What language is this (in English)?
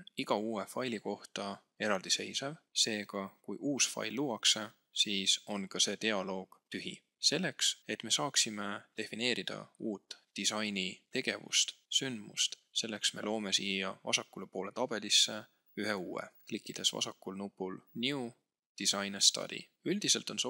Estonian